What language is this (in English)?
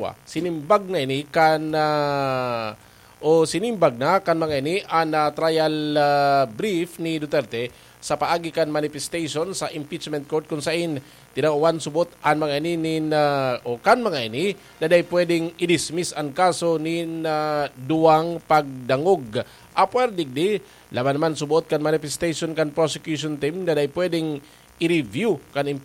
Bikol